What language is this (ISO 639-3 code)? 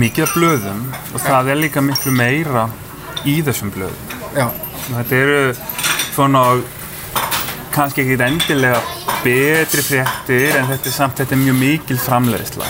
isl